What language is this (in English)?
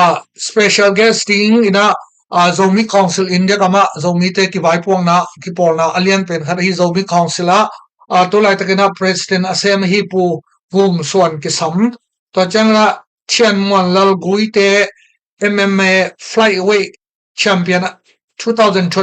Tedim Chin